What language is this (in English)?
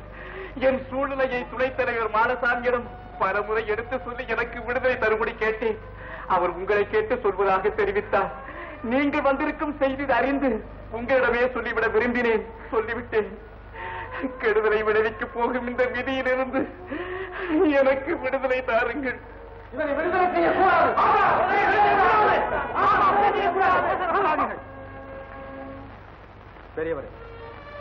Tamil